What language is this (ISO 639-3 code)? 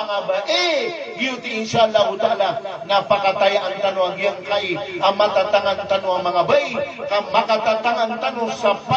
mrw